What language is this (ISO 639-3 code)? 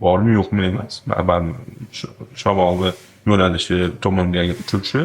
uzb